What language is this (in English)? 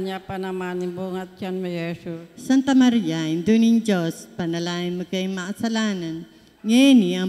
Pampanga